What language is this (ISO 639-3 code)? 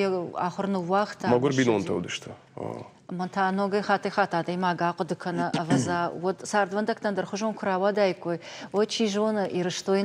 oss